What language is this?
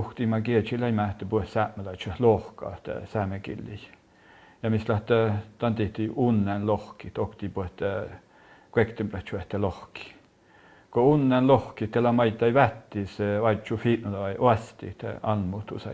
Northern Sami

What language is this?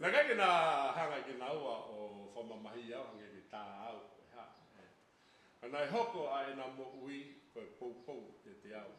Tongan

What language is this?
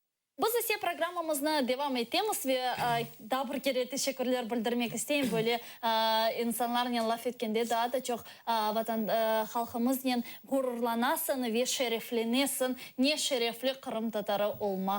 Crimean Tatar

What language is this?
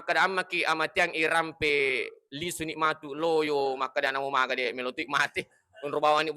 Buginese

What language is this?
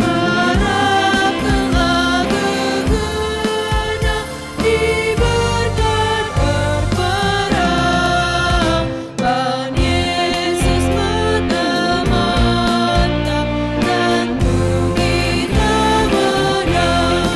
Batak Karo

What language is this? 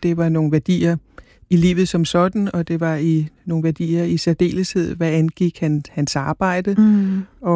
Danish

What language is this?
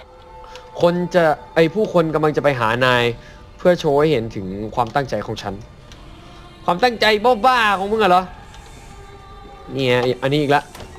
Thai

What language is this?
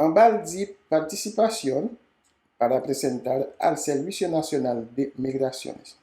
Haitian Creole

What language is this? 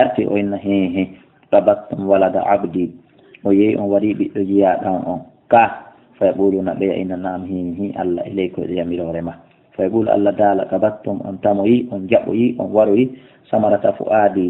Fula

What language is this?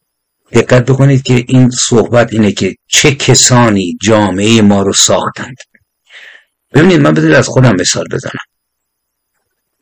Persian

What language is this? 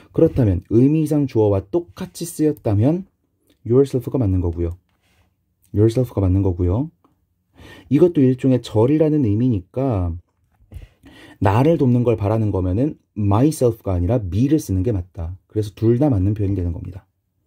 Korean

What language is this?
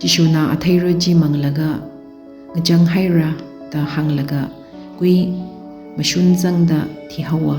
Tangkhul Naga (India)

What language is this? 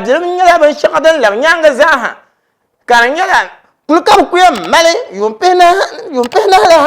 Dagbani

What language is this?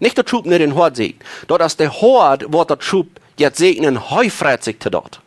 Plautdietsch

